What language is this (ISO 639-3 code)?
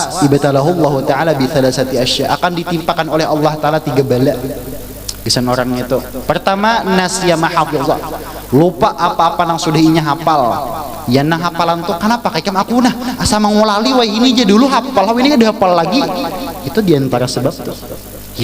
bjn